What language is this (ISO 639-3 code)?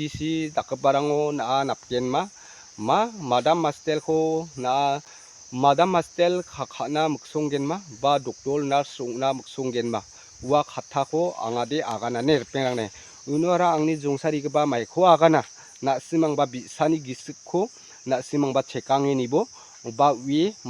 grt